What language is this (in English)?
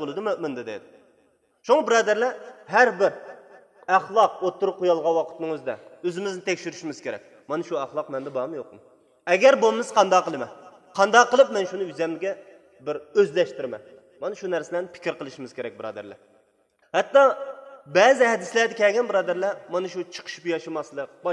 Uyghur